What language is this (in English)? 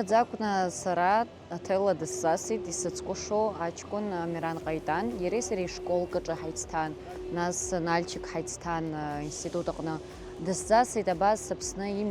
Abkhazian